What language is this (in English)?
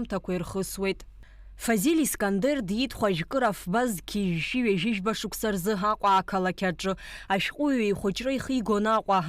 Abkhazian